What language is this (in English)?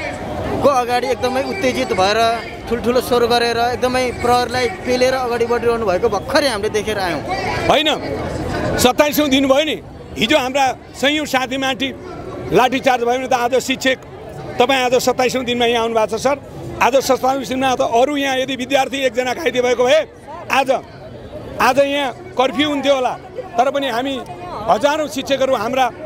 Nepali